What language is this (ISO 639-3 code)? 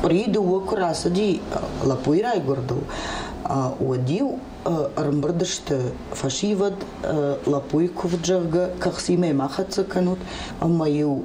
oss